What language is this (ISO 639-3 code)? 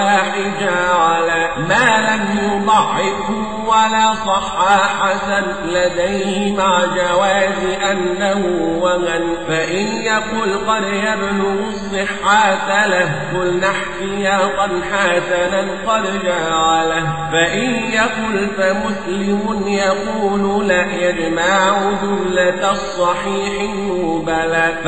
ara